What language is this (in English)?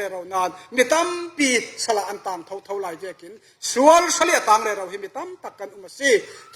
Falam Chin